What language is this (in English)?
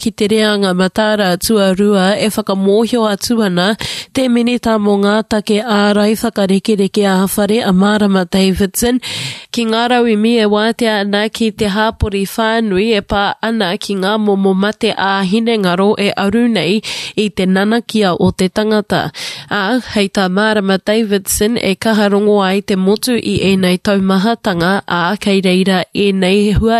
Māori